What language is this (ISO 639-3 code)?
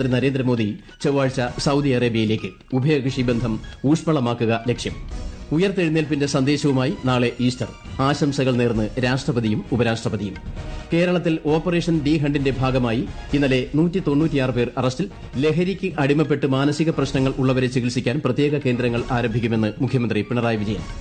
mal